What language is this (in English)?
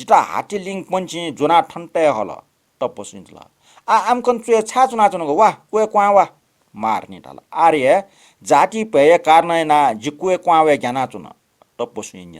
Newari